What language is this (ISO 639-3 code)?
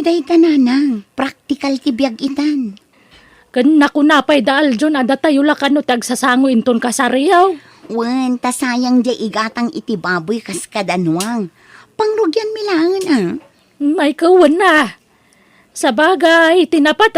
ilo